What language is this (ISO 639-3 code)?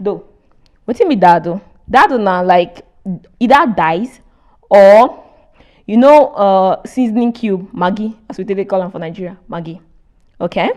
pcm